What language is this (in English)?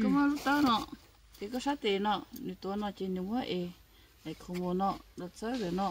Hmong